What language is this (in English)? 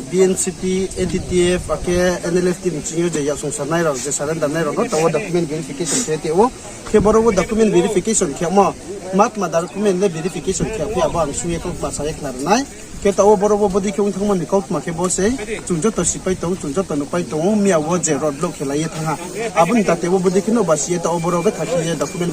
Riang (India)